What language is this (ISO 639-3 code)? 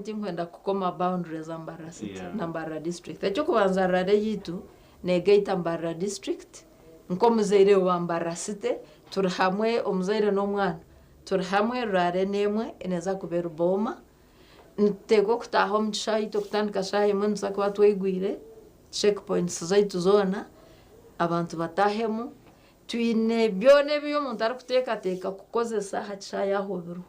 nyn